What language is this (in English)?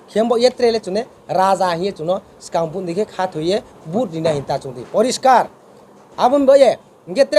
Riang (India)